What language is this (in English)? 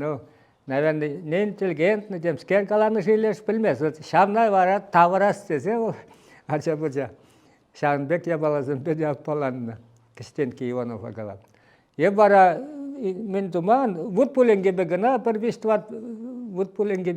Chuvash